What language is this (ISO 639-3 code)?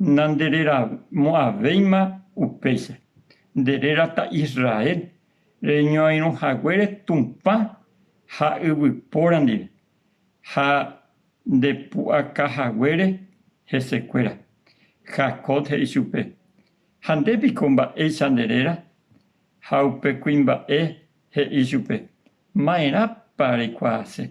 grn